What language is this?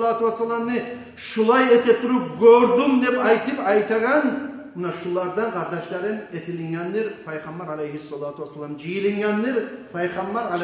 Kumyk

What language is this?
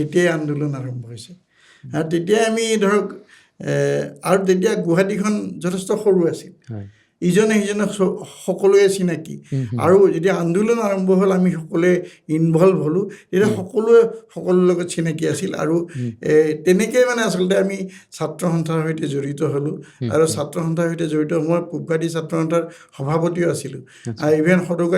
Assamese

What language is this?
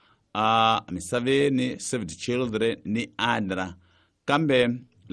Tsonga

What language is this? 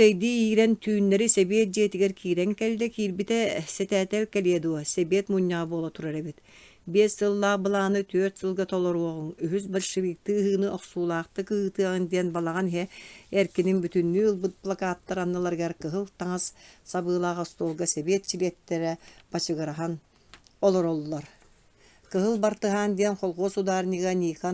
Yakut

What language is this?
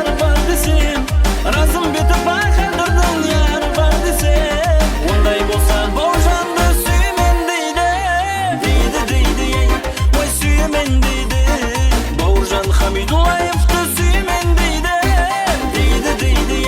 Kara-Kalpak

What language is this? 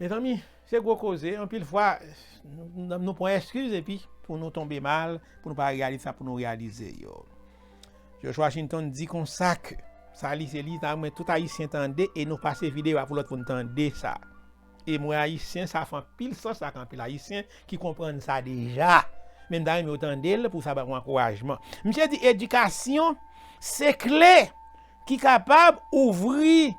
Haitian Creole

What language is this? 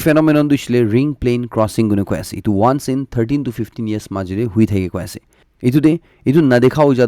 Naga Pidgin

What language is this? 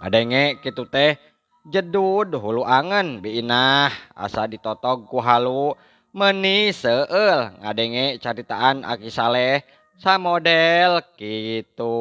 Sundanese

